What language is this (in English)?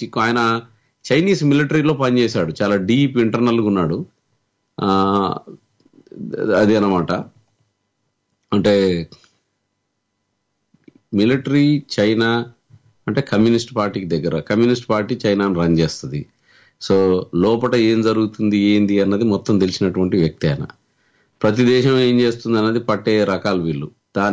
Telugu